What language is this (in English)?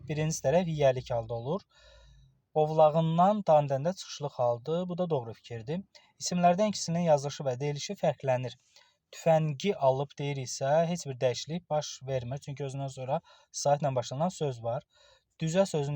Azerbaijani